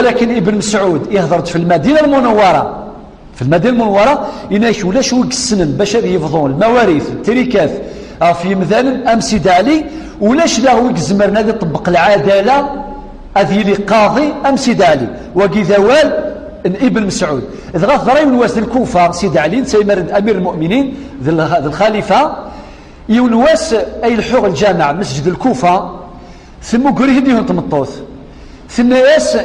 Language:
Kabyle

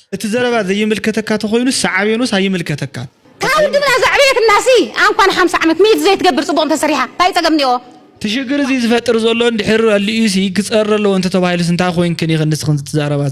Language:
Tigrinya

